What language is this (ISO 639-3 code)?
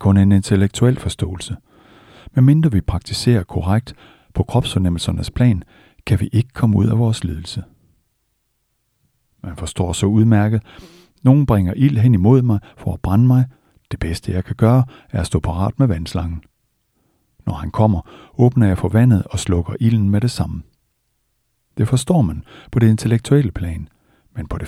dan